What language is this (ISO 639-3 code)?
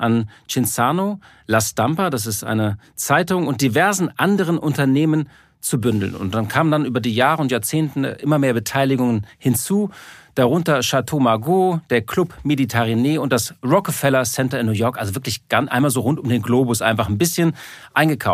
deu